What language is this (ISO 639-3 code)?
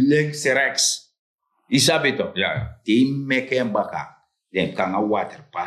srn